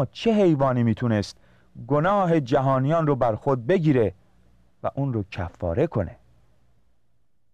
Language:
Persian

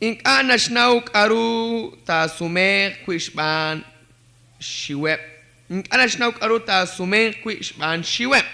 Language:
Kekchí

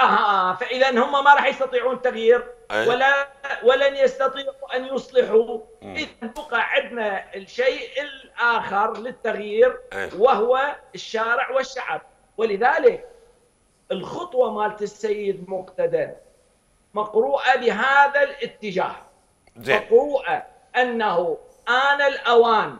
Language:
Mesopotamian Arabic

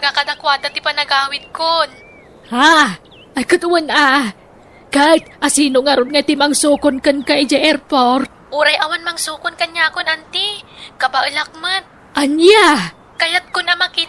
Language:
Iloko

